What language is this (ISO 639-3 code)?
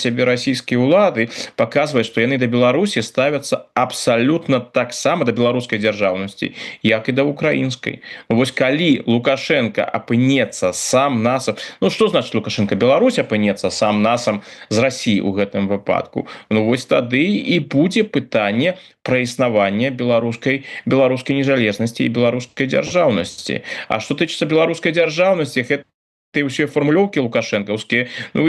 bel